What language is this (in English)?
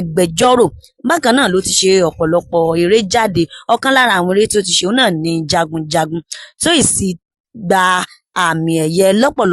Yoruba